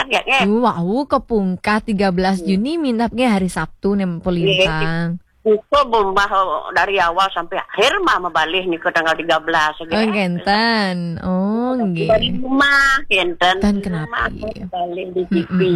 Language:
Balinese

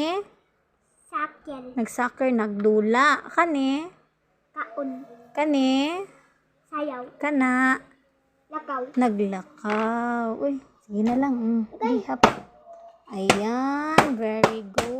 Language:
Cebuano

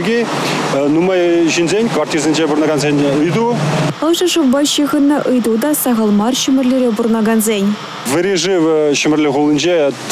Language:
Chuvash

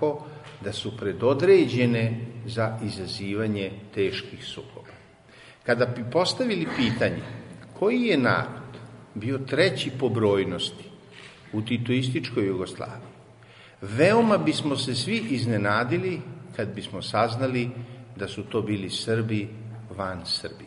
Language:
Serbian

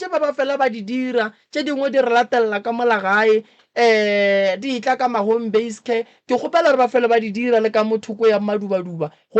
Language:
Northern Sotho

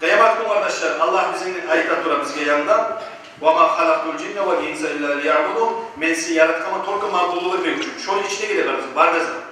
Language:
Kumyk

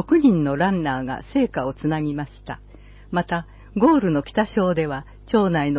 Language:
Japanese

